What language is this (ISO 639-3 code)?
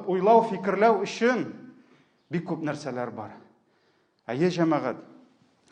tat